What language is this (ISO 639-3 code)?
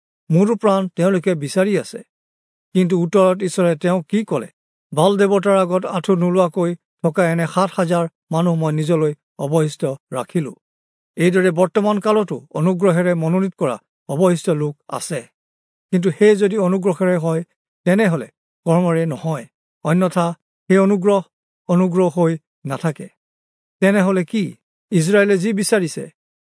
asm